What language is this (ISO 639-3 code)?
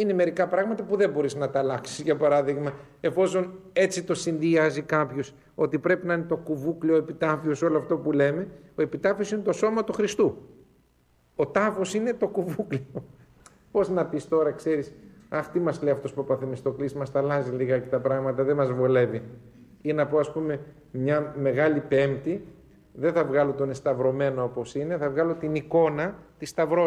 ell